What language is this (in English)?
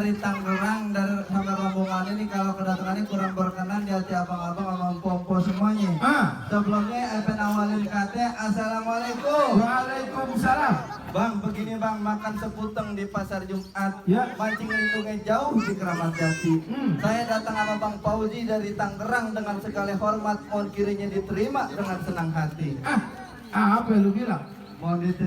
Betawi